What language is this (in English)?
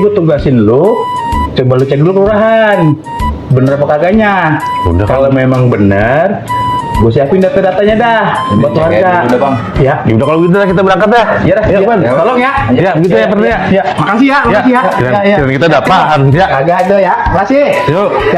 Betawi